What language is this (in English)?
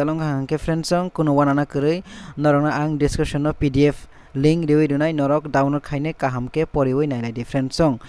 Kok Borok